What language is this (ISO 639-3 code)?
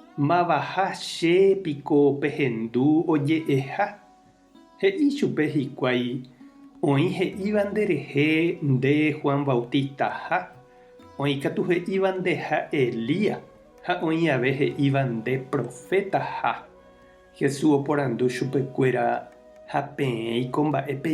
grn